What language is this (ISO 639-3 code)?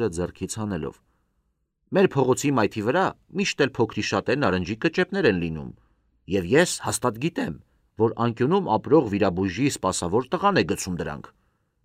hye